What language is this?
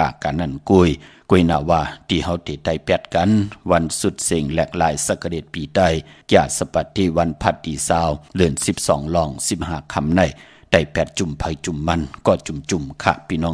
Shan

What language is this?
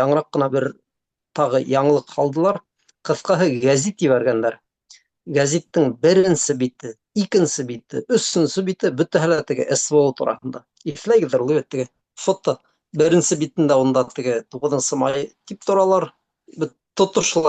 Bashkir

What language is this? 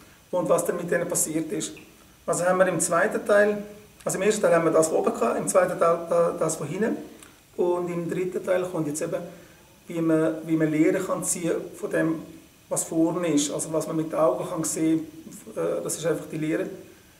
Swiss German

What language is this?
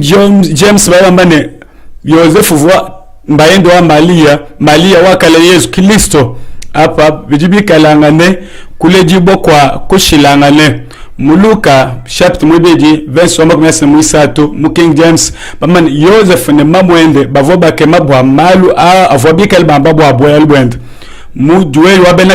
Luba-Lulua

